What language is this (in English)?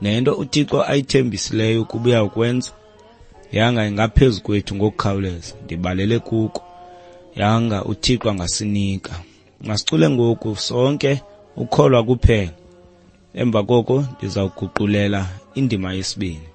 Xhosa